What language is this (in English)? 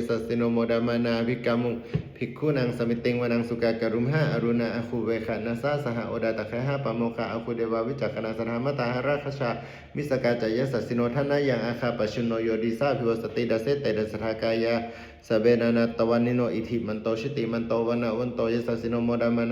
Pali